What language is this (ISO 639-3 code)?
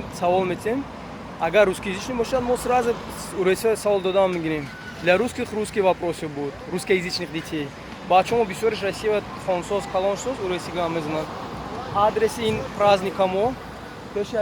tgk